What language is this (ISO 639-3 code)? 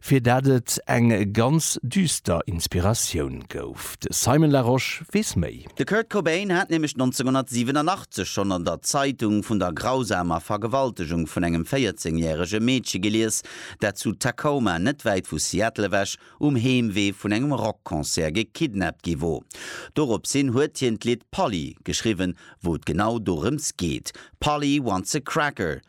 ltz